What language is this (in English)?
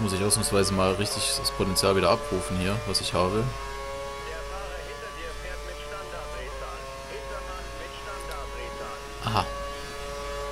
German